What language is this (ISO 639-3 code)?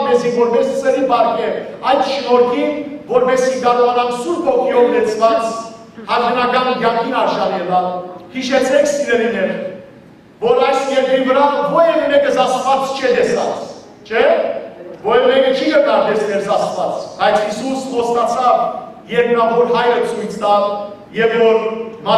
hyw